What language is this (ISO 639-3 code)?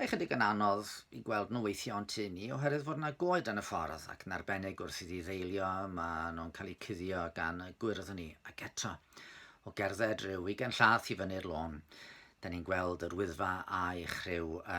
cym